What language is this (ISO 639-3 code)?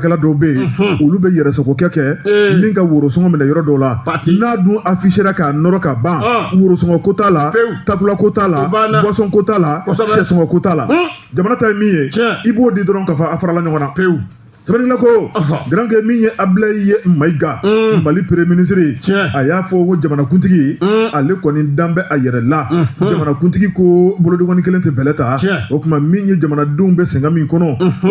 bam